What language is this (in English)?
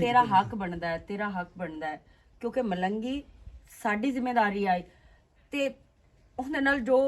Western Panjabi